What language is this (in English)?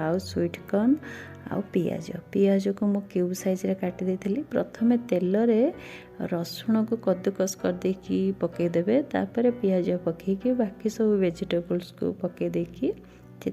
Odia